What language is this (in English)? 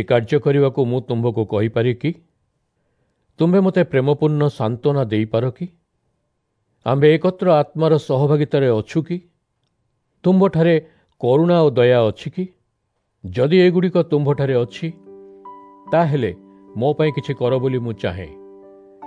Odia